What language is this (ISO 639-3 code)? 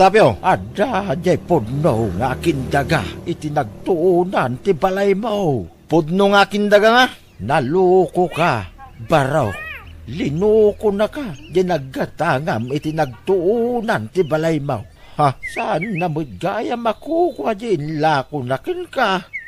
ilo